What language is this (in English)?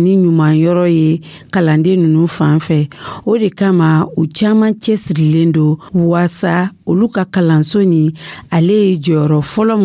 Dyula